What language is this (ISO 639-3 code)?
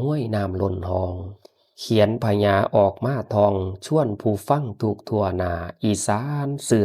tts